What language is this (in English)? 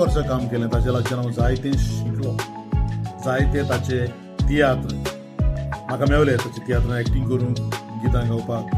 Konkani